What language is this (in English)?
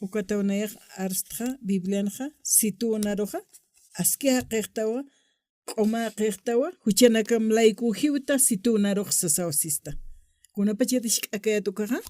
Aymara